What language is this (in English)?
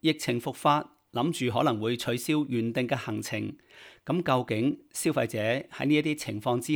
Cantonese